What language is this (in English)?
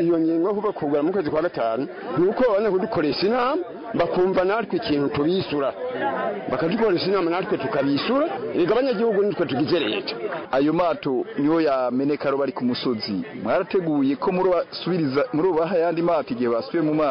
Kinyarwanda